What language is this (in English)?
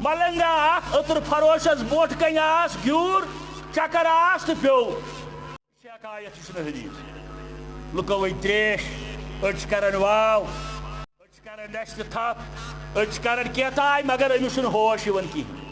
Kashmiri